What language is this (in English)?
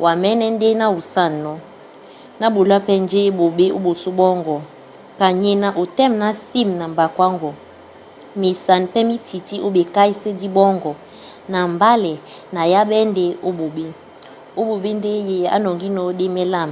Duala